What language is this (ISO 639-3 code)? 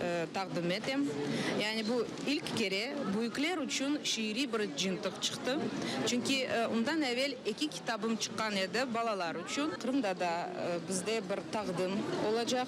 crh